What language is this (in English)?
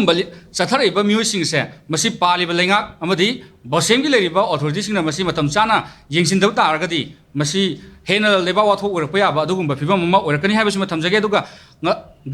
Manipuri